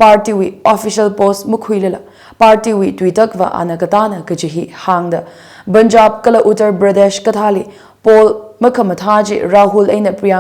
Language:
Tangkhul Naga (India)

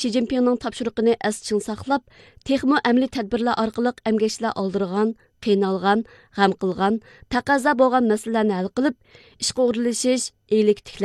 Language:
Uyghur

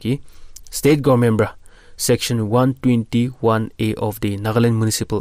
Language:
Naga Pidgin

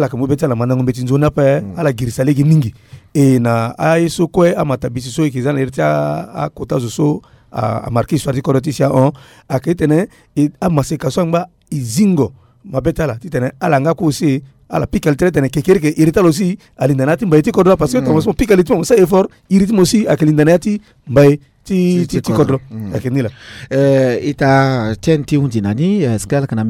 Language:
Sango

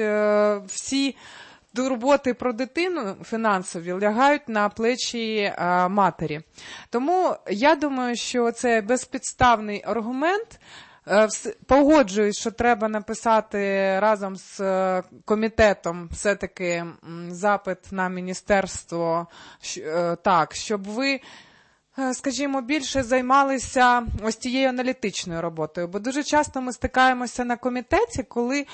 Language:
Ukrainian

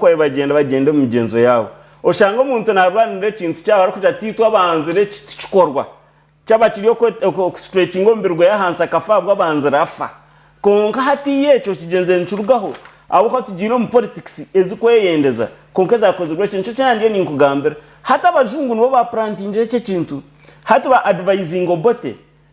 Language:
Nyankole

